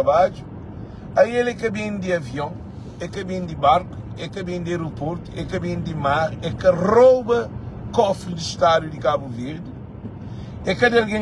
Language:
Kabuverdianu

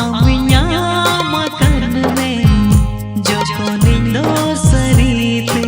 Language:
Santali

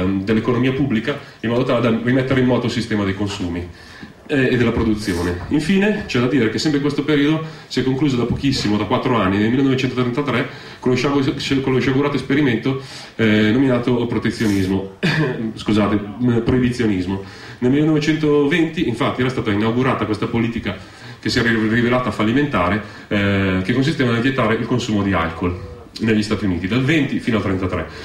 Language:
Italian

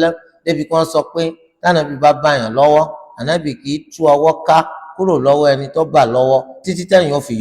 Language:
Yoruba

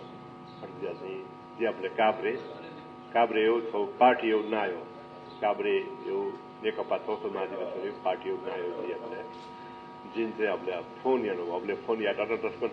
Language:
Newari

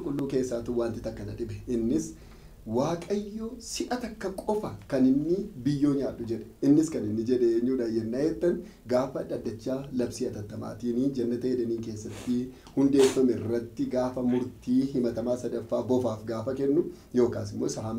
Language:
Oromo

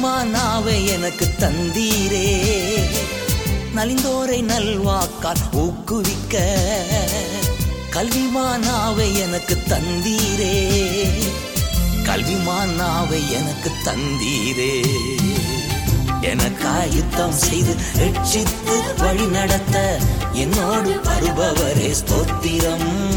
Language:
Tamil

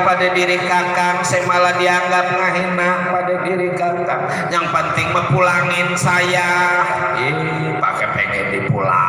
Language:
Betawi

